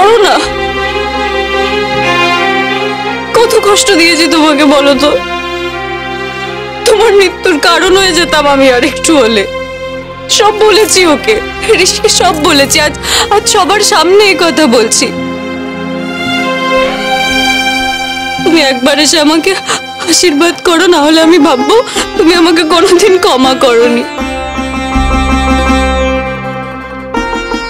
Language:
Bangla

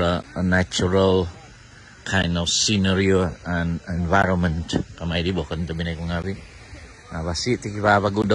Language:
Central Dusun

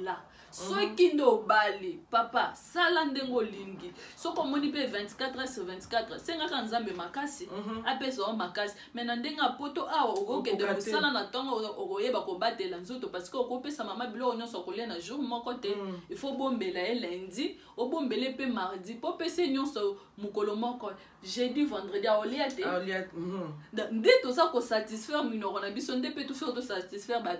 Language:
Lingala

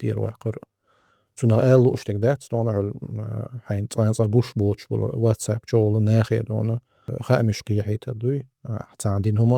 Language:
Chechen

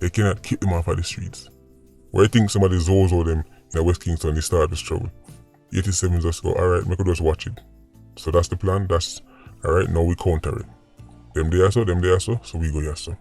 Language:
Jamaican Creole English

